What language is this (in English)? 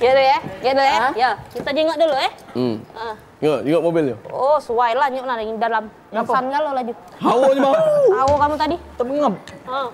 Musi